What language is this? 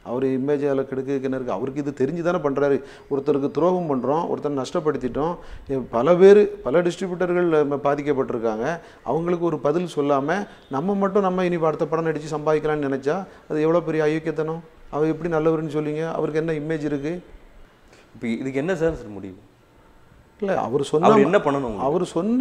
Tamil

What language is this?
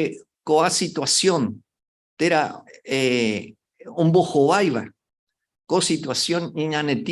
Guarani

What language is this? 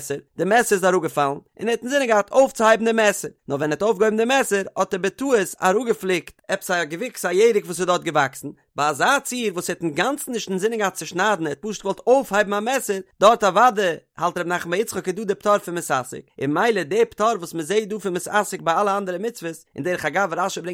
Yiddish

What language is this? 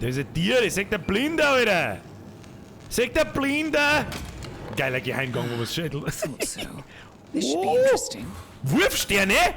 Bavarian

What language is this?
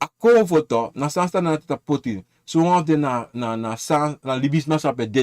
Sranan Tongo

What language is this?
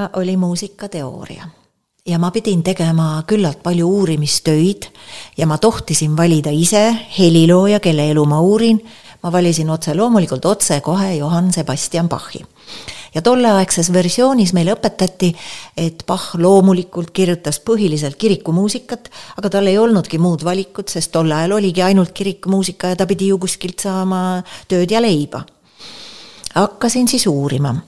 Estonian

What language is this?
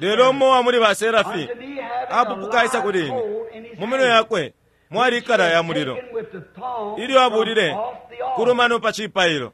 Bemba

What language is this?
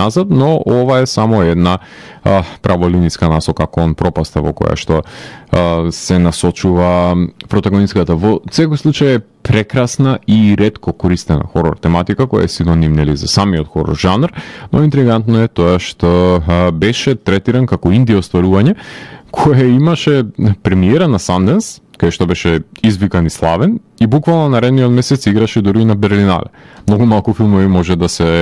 Macedonian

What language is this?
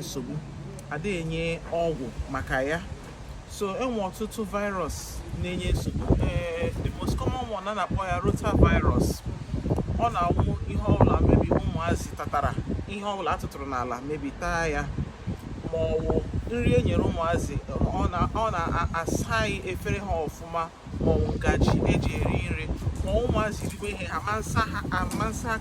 Igbo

